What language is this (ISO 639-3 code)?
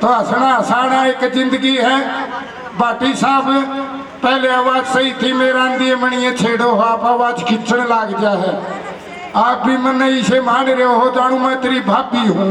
bgc